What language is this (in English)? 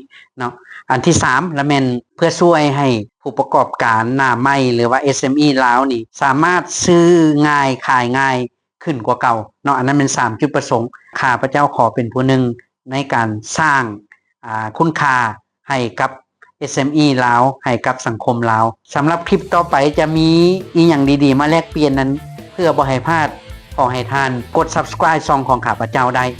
Lao